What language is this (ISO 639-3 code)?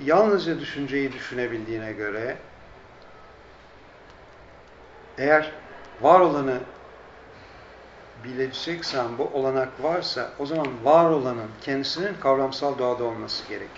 tur